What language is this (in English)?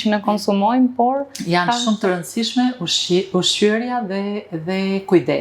Albanian